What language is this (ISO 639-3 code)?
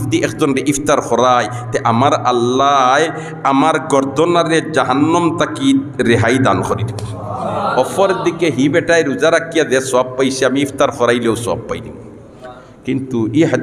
syl